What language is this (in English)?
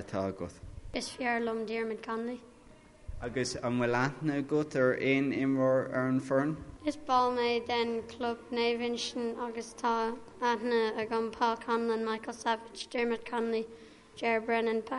Irish